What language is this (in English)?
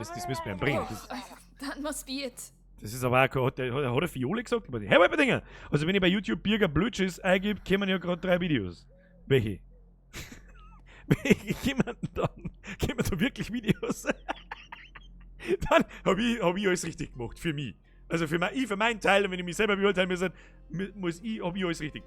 Bavarian